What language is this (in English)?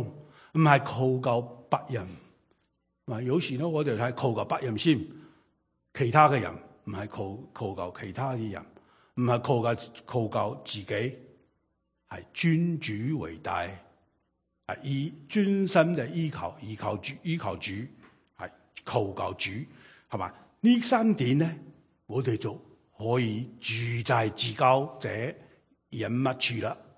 Cantonese